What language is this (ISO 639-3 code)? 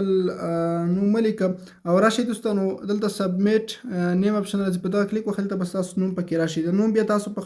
pus